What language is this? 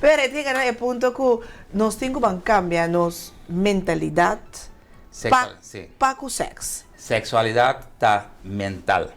Papiamento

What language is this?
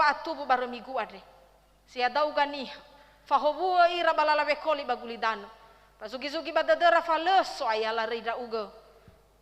Nias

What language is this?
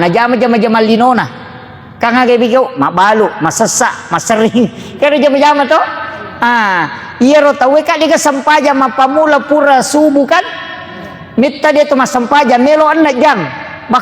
Buginese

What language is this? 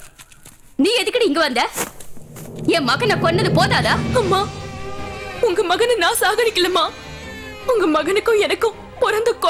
Tamil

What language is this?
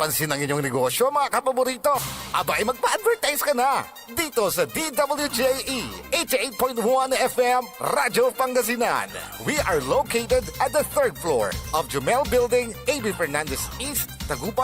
Pangasinan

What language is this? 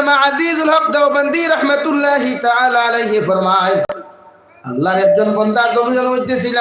Sylheti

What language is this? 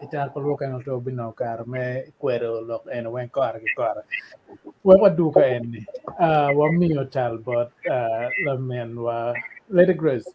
Acoli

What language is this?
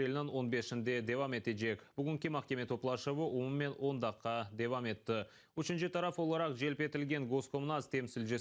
Crimean Tatar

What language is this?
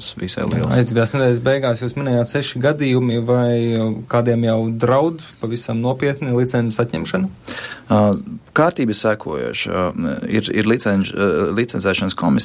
Latvian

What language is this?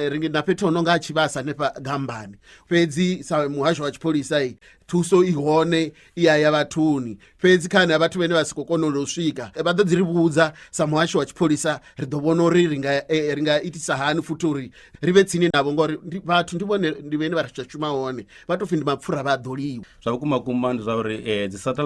Venda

